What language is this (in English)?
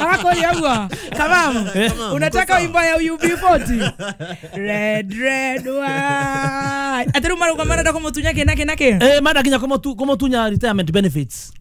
Kikuyu